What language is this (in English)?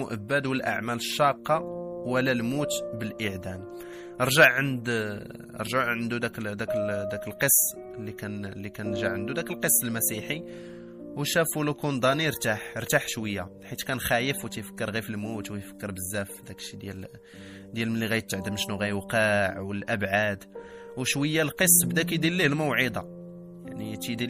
Moroccan Arabic